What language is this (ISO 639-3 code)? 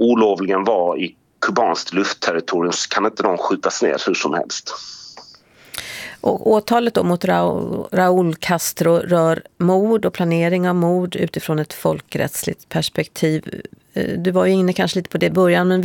swe